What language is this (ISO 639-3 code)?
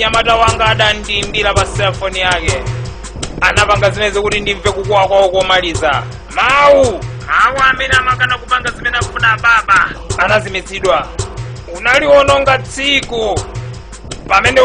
nya